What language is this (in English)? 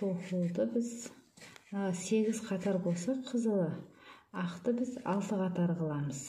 Kazakh